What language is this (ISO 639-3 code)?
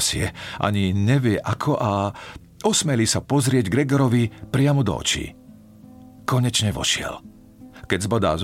slk